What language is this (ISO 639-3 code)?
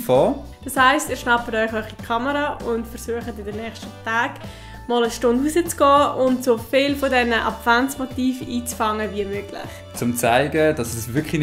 gsw